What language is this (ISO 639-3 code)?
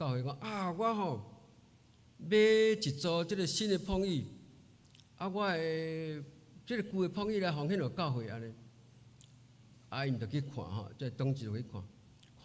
nan